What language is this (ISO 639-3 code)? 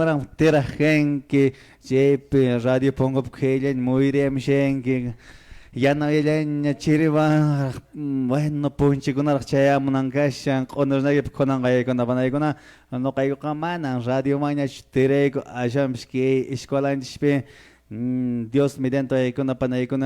que